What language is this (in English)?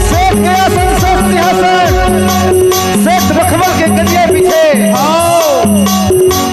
Chhattisgarhi